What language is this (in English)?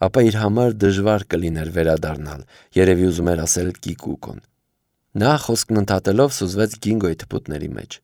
Armenian